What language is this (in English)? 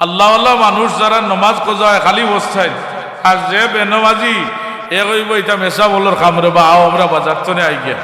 Sylheti